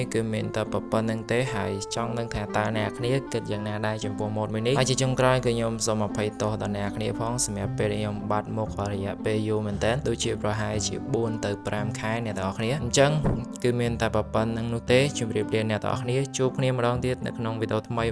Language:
Khmer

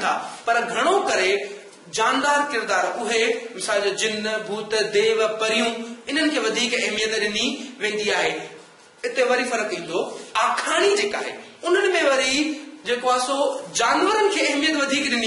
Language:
Sindhi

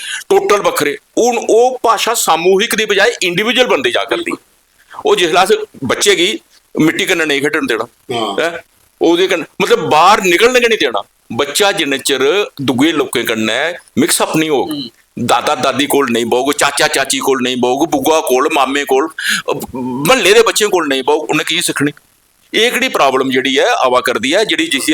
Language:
Dogri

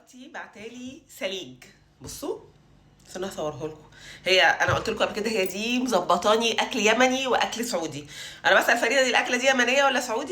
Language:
Egyptian Arabic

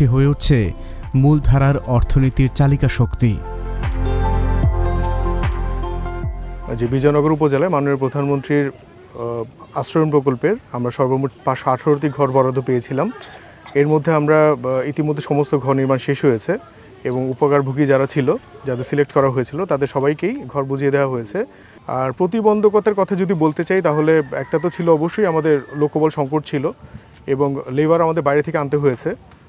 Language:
Bangla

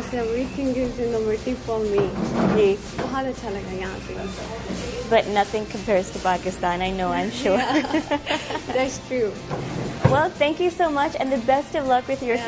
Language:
Urdu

